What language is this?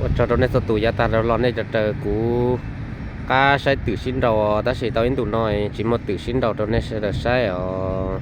Hmong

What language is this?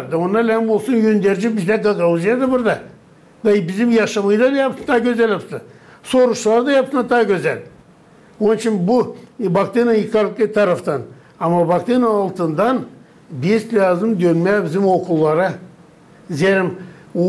Gagauz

